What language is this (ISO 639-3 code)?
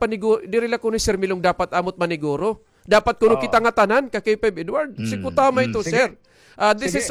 war